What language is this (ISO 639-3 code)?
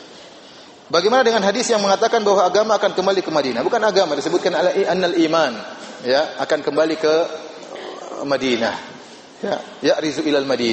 ind